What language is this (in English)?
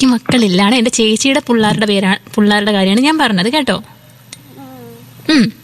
Malayalam